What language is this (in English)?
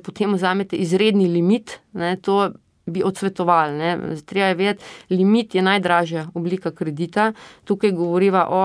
Slovenian